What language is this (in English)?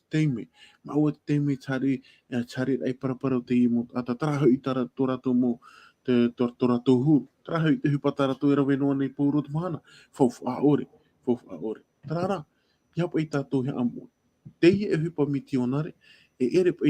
Tahitian